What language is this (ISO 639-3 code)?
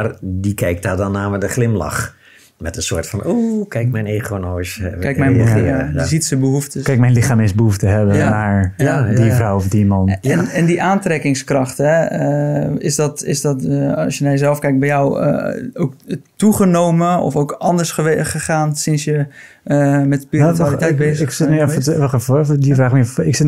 nld